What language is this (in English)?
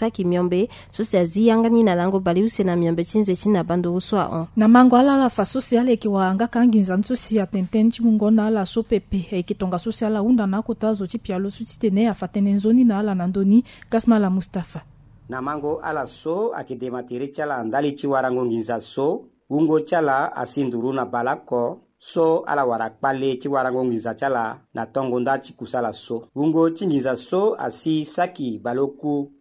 Sango